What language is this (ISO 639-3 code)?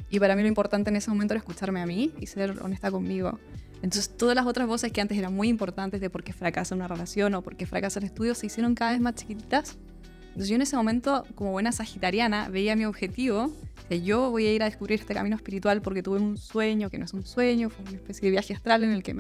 spa